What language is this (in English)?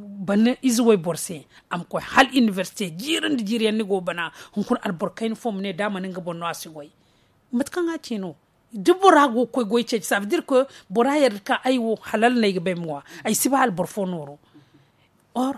Zarma